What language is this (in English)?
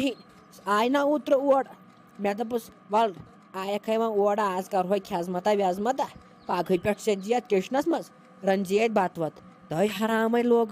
Kashmiri